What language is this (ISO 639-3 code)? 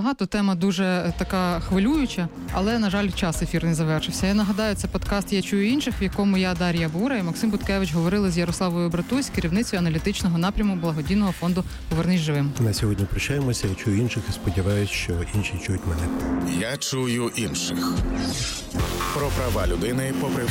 ukr